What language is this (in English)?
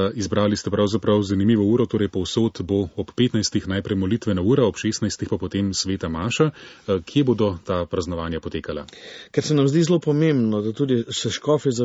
Slovenian